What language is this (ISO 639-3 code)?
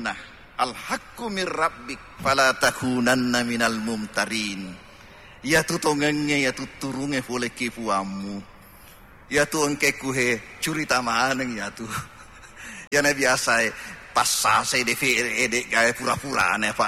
bug